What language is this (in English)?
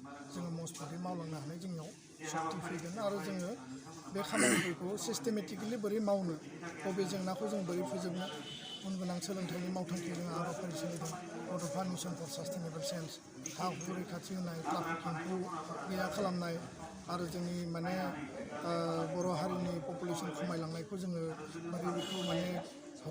Bodo